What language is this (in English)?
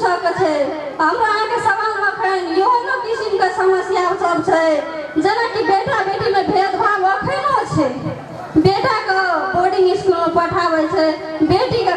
Maithili